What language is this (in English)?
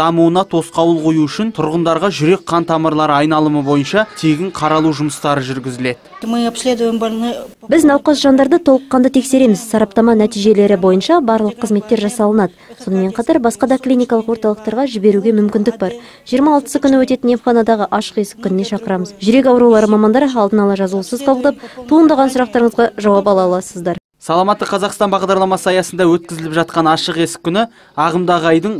Kazakh